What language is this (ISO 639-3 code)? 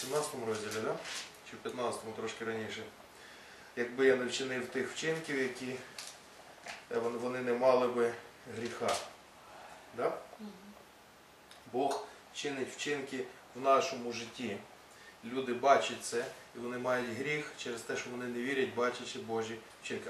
ukr